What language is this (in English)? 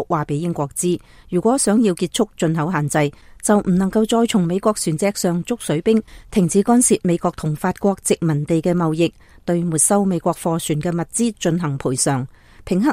Cantonese